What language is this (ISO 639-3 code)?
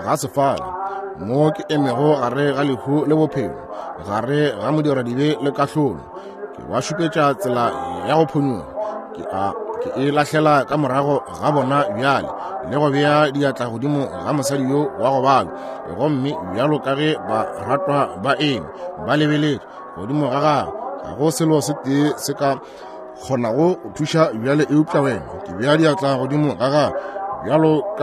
nso